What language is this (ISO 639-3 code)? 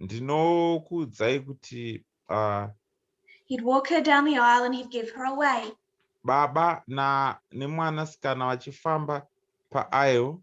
sna